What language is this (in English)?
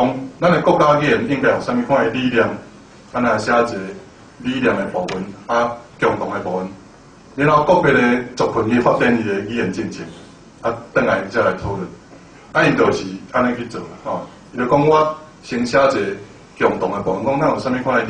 Min Nan Chinese